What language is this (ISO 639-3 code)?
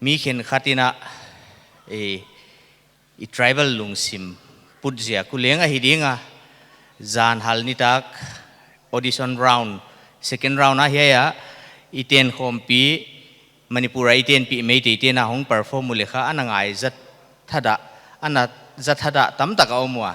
pck